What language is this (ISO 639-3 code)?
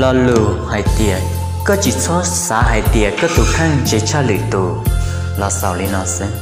hmn